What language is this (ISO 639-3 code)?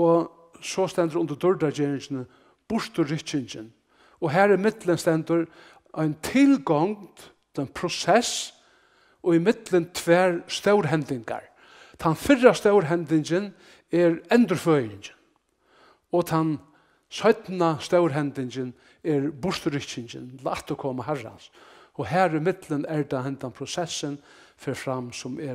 fao